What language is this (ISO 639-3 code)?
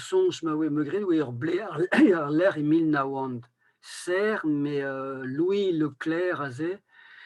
bre